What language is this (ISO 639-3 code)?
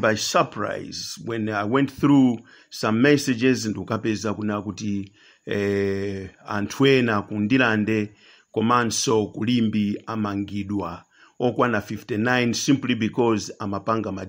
nya